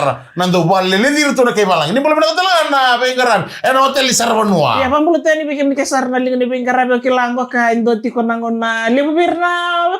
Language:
Fijian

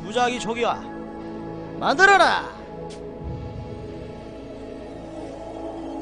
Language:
Korean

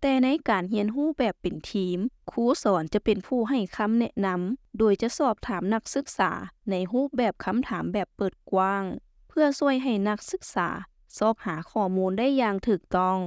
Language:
Lao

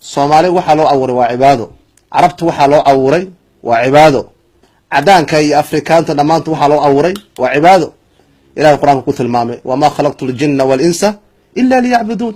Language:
Somali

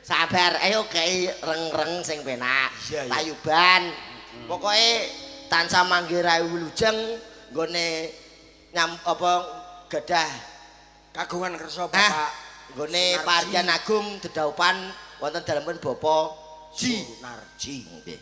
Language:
Javanese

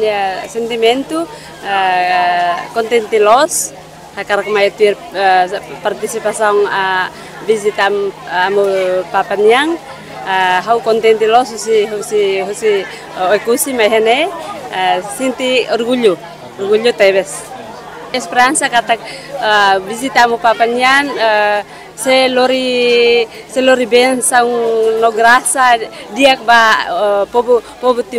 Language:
Tetum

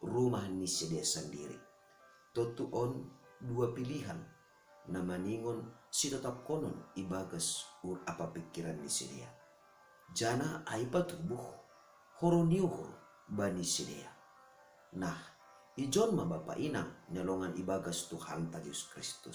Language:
Batak Simalungun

